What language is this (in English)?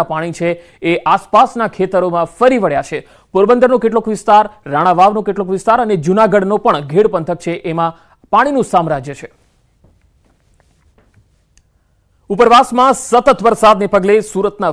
Gujarati